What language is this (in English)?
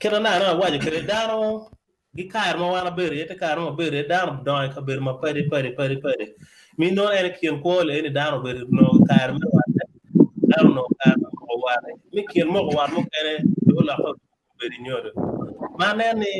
Acoli